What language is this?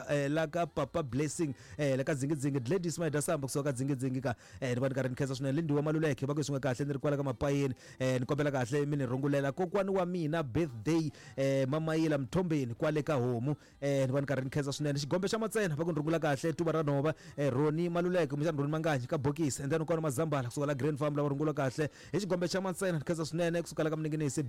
Tsonga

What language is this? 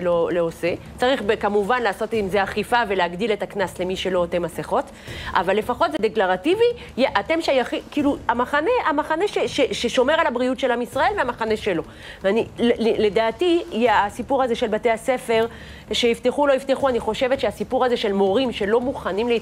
Hebrew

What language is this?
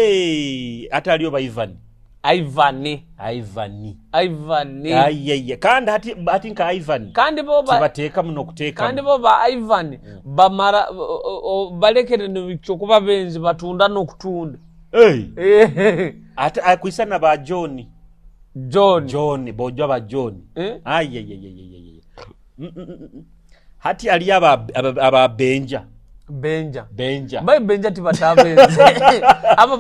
Nyoro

